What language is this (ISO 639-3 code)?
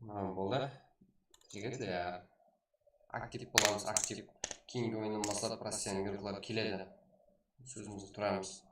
kaa